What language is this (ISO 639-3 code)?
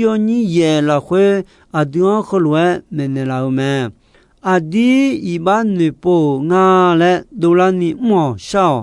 ahk